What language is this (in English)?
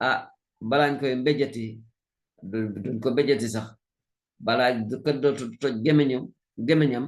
Wolof